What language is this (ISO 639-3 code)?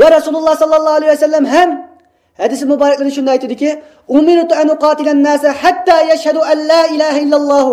uig